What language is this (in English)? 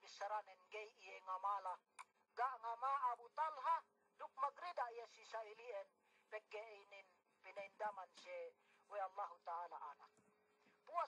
Yakan